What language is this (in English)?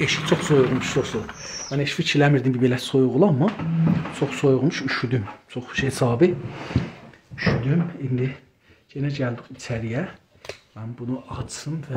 South Azerbaijani